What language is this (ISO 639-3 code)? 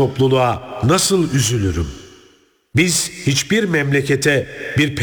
tur